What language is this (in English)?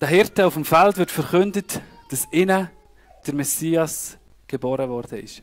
Swiss German